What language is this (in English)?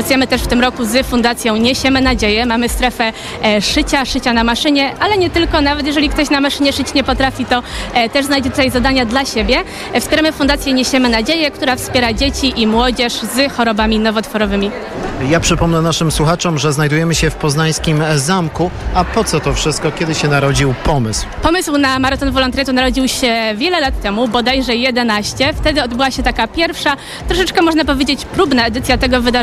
Polish